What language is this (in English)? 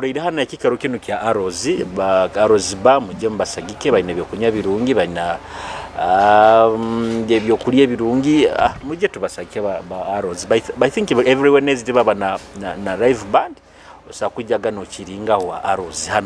Nyoro